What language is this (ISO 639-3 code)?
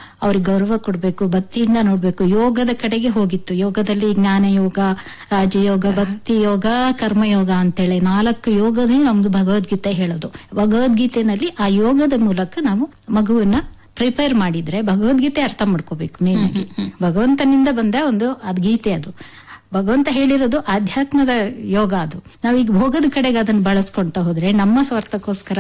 kan